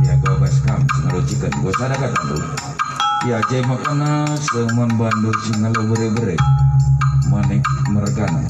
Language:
Batak Karo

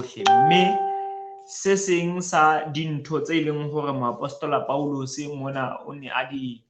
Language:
Southern Sotho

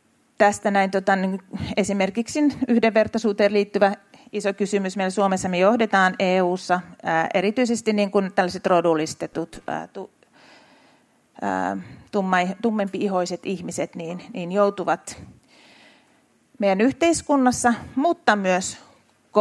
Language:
Finnish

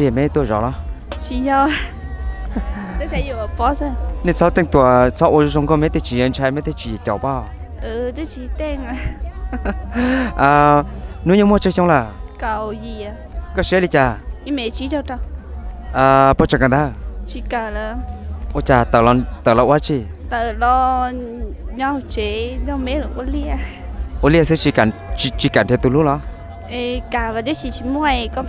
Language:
Vietnamese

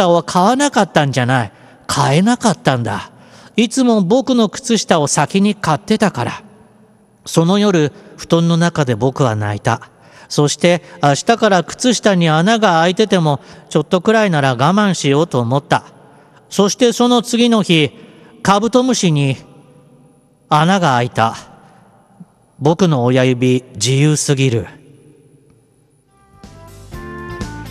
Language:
Japanese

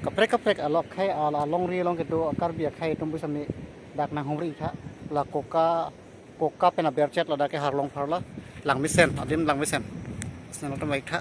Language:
Karbi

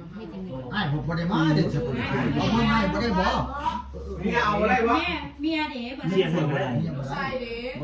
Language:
Northeastern Thai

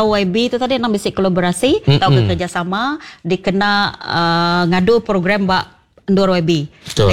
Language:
Iban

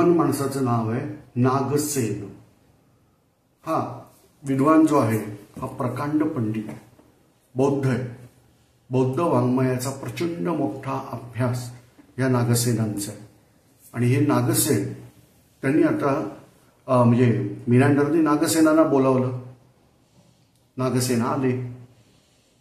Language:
Marathi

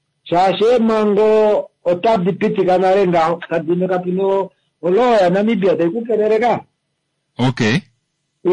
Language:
Kuanyama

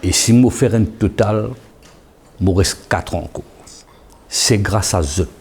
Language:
Morisyen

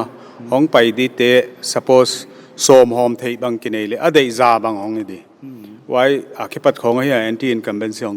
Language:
Paite Chin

